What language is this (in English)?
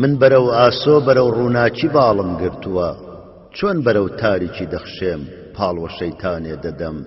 Central Kurdish